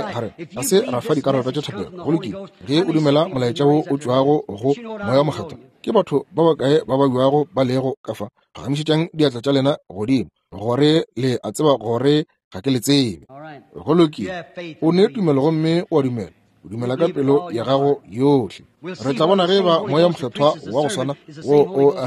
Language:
Northern Sotho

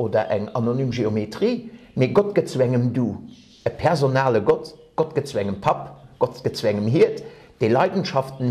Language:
Luxembourgish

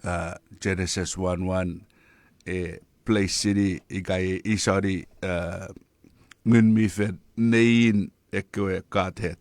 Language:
Chuukese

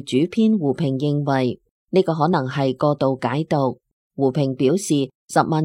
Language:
Cantonese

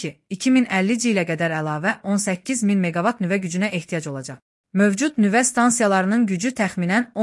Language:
Azerbaijani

